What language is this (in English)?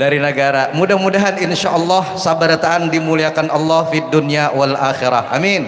Banjar